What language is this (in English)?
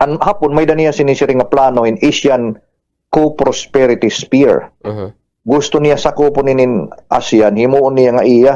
Waray